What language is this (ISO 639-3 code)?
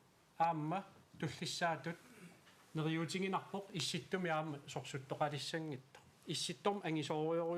kal